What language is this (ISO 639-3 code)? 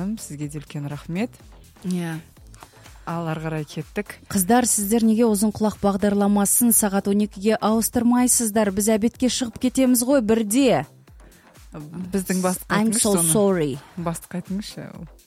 kaz